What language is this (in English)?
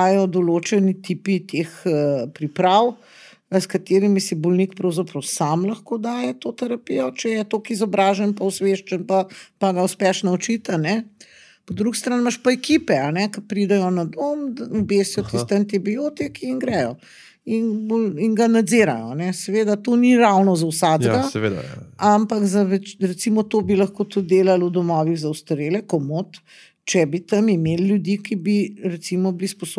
Slovenian